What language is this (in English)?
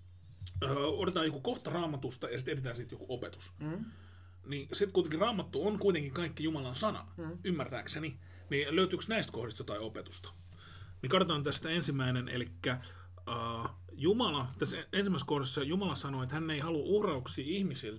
Finnish